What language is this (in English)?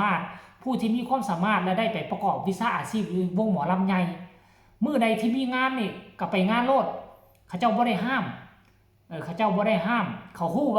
Northeastern Thai